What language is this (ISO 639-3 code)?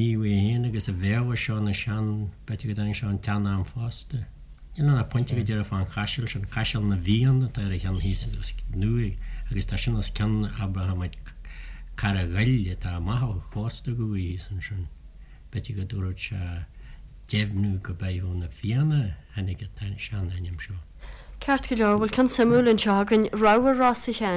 gle